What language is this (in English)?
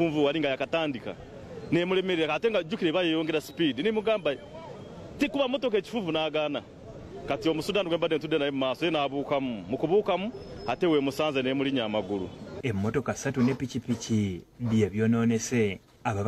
Ganda